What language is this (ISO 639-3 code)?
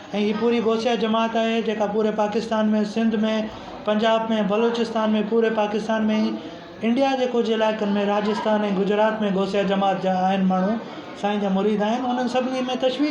snd